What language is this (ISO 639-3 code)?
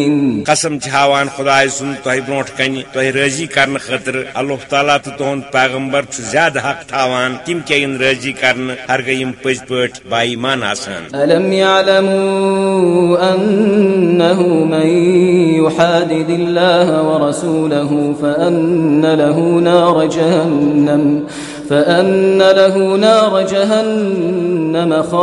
kas